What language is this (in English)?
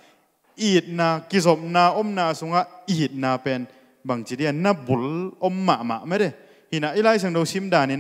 Tedim Chin